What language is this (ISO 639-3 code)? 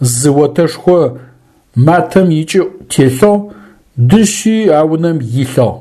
ady